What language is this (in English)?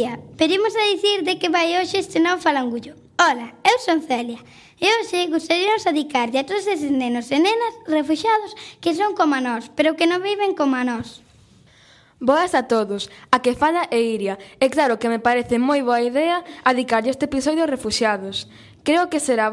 Galician